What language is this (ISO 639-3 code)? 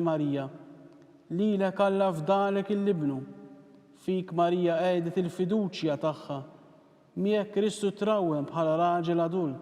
mlt